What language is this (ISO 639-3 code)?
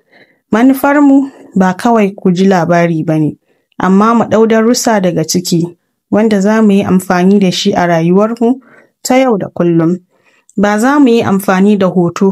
hau